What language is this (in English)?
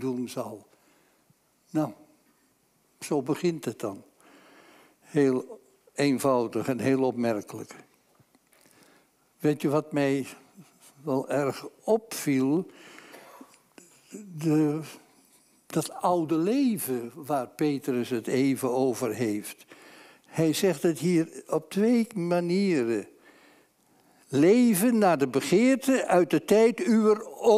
Dutch